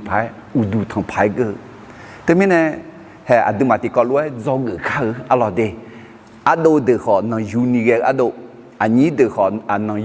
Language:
Akha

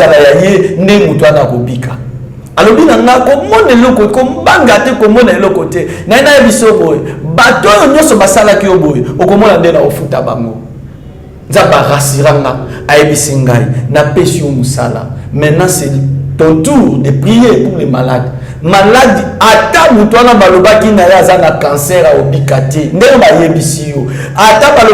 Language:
Lingala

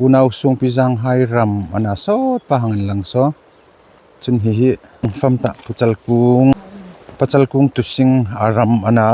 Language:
Hmar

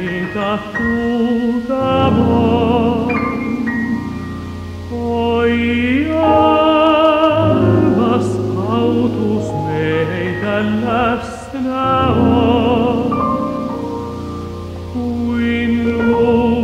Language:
Finnish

